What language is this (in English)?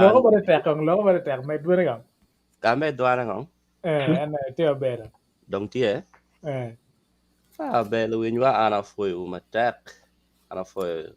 Acoli